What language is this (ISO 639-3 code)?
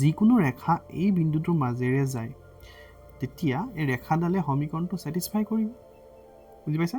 asm